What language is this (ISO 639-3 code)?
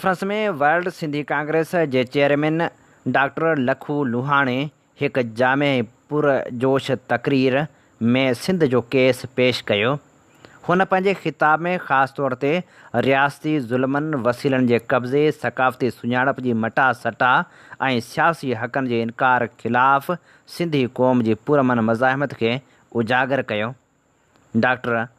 snd